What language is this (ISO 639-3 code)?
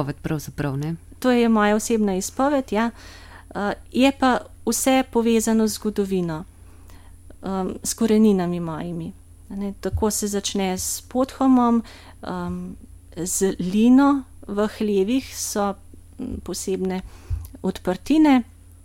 slv